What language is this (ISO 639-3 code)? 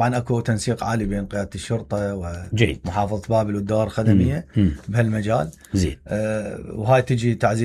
acm